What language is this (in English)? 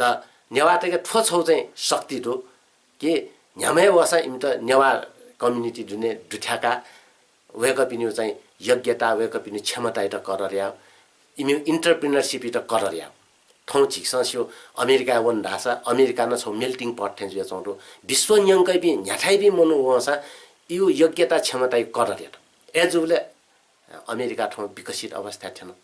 Newari